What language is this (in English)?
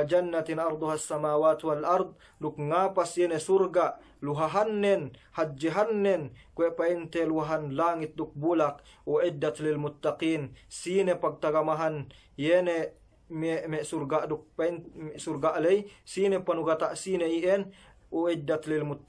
Yakan